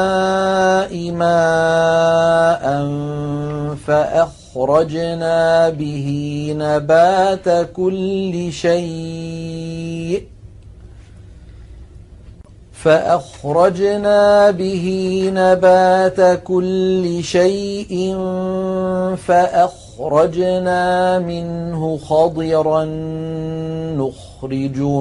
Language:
Arabic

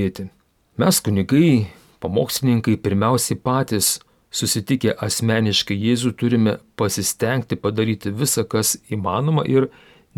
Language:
Lithuanian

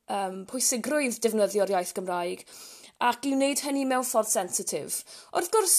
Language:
Welsh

